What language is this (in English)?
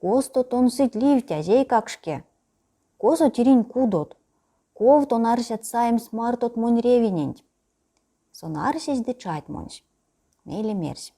Erzya